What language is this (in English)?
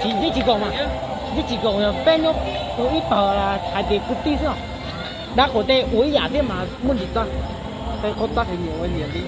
Hmong